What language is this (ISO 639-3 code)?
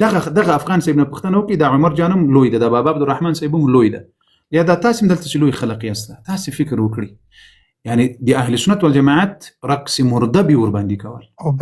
pus